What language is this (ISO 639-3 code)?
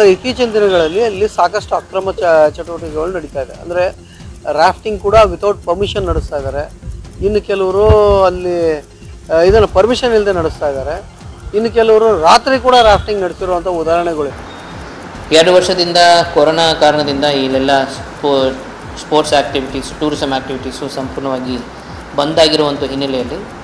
kan